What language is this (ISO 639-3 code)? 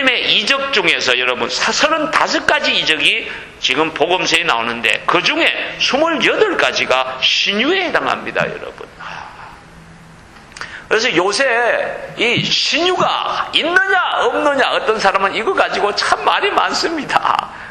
kor